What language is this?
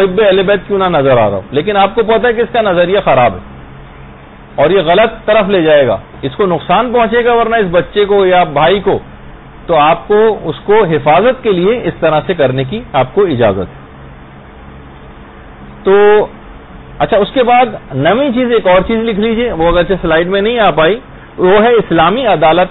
Urdu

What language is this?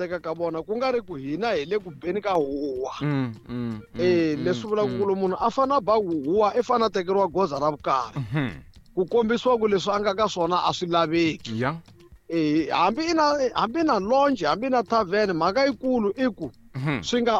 Tsonga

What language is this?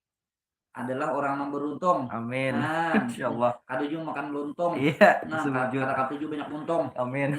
Banjar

